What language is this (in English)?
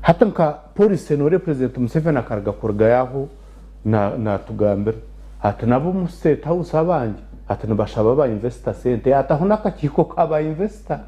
Nyankole